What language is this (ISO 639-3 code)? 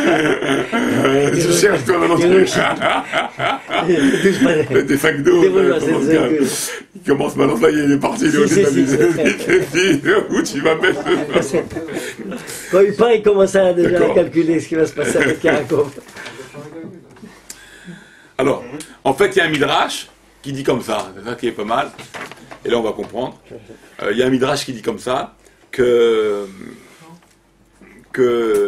fra